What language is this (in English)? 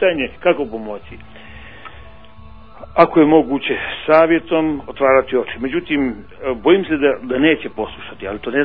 Croatian